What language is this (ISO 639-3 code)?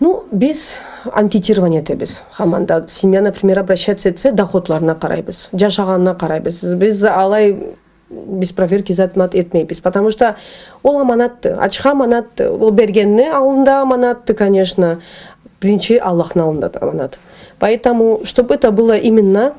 krc